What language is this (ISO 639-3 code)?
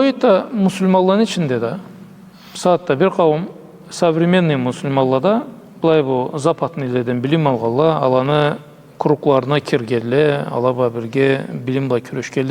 krc